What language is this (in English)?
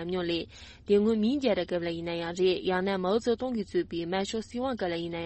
Tibetan